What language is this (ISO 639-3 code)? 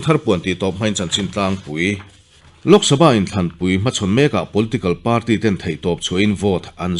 lus